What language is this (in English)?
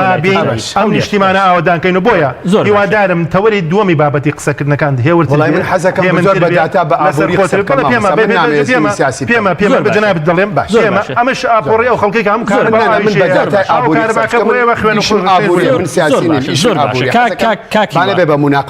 Central Kurdish